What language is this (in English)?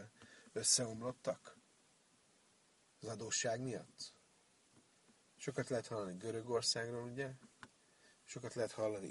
Hungarian